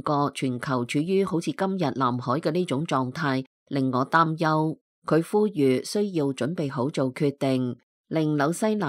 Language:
Cantonese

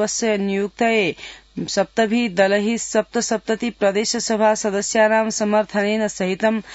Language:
Sanskrit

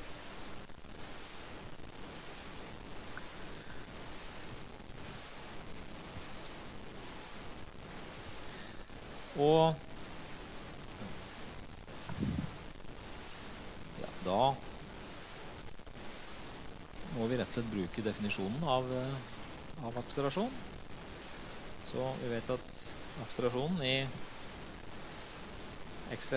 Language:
Norwegian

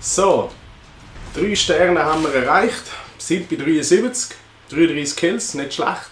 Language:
Swiss German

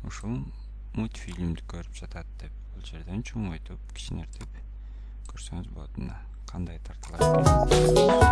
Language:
Kyrgyz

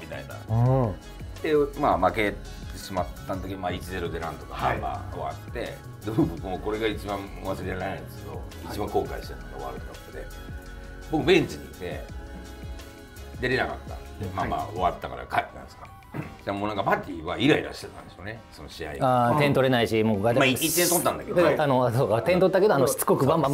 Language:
Japanese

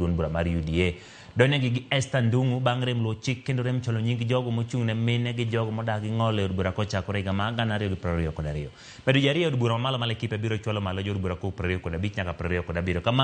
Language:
Luo (Kenya and Tanzania)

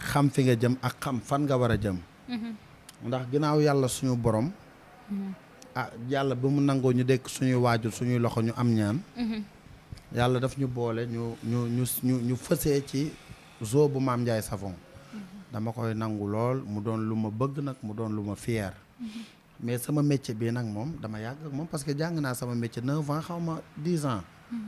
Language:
Wolof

